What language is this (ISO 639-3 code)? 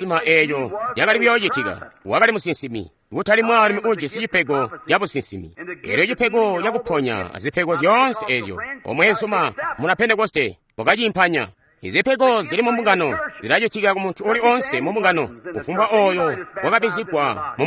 toi